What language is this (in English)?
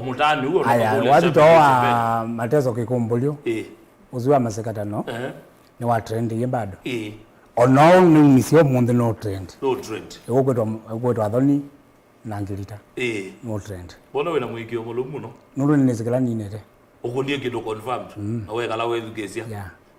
Kamba